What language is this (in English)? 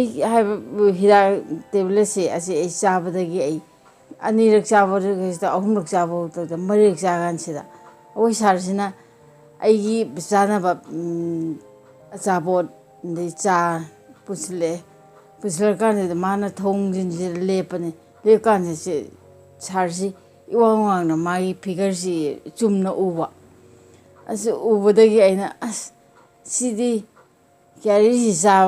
Manipuri